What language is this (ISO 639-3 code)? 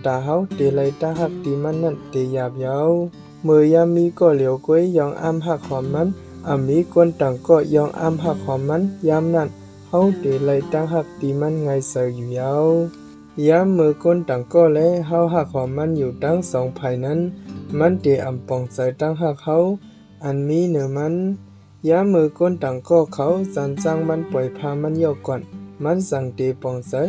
shn